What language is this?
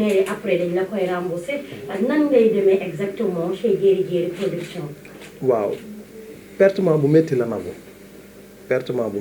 Wolof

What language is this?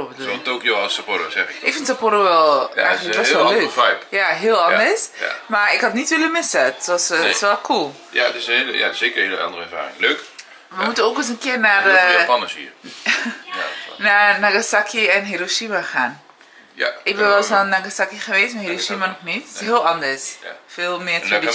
Dutch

